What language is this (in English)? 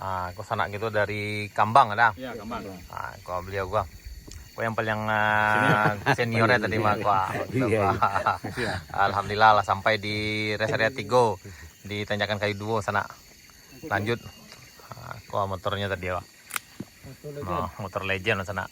Minangkabau